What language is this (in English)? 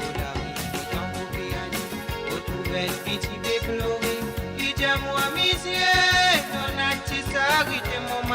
Morisyen